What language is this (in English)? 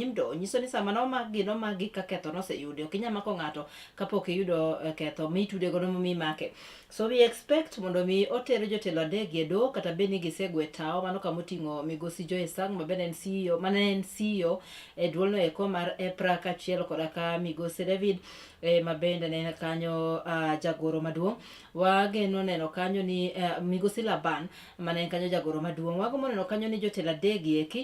Luo (Kenya and Tanzania)